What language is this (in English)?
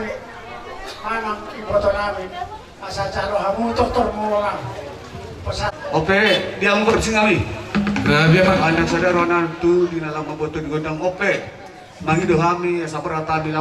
Batak Toba